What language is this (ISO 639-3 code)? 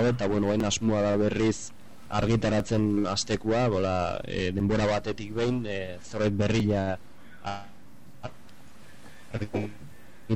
eus